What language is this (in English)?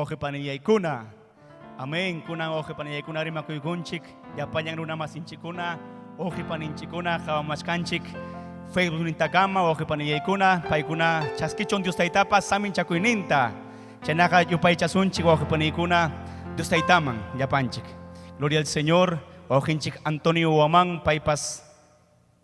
Ayacucho Quechua